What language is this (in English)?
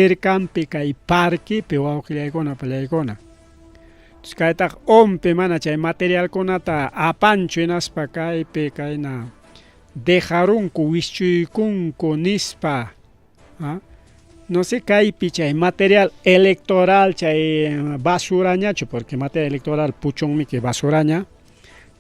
Ayacucho Quechua